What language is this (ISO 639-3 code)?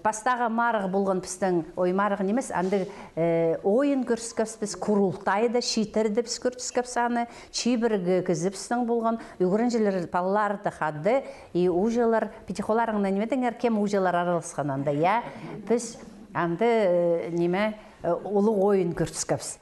kjh